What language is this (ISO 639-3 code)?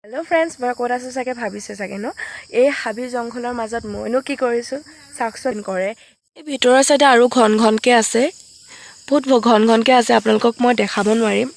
asm